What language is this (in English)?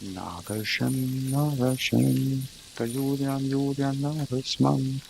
Swiss German